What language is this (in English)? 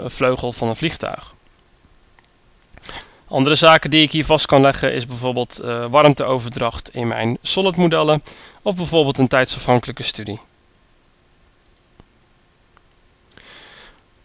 Dutch